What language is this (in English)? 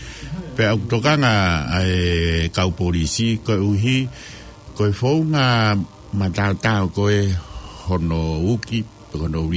Tongan